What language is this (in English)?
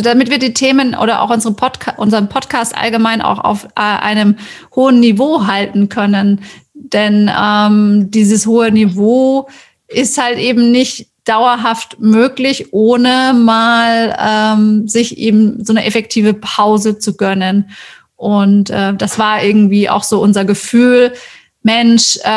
German